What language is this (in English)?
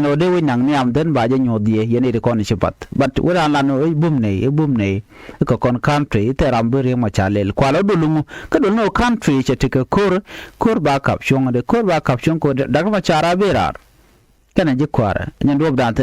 Nuer